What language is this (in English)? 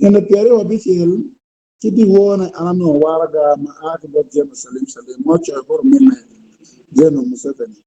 Acoli